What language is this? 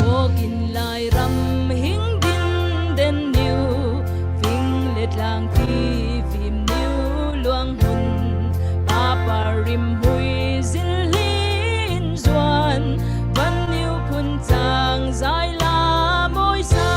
Falam Chin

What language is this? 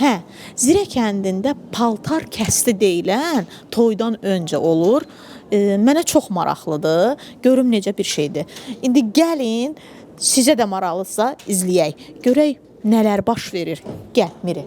Azerbaijani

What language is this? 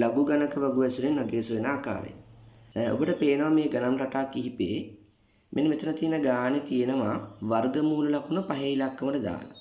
Sinhala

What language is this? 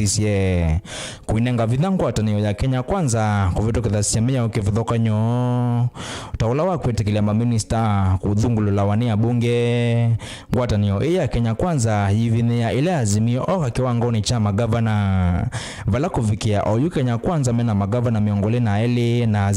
Kamba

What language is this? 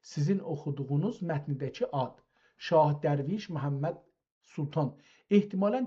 South Azerbaijani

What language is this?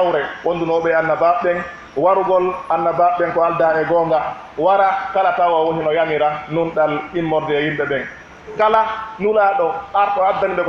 Pular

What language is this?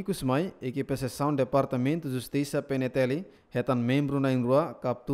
Tetum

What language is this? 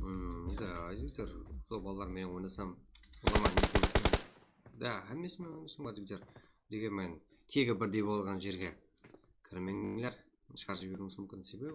Kara-Kalpak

